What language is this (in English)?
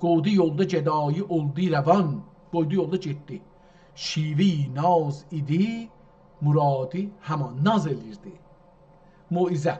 South Azerbaijani